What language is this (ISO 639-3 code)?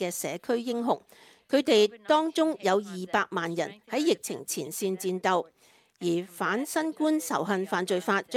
yue